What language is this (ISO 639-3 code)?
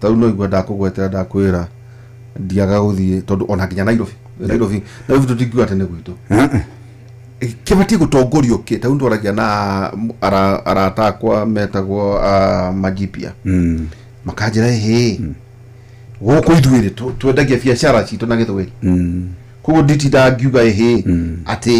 kik